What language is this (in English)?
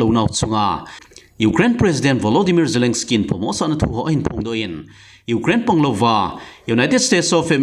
Thado Chin